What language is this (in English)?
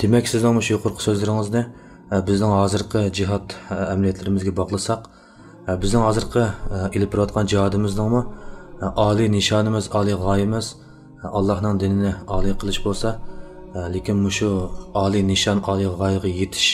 Uyghur